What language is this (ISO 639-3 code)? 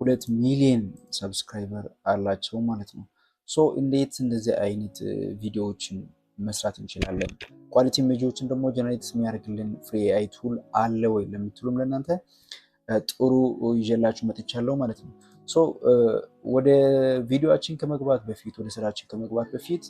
amh